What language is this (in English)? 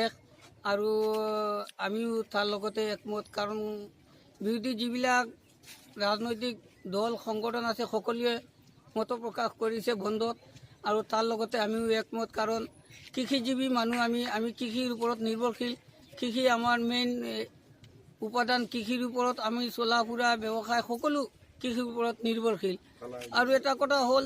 Assamese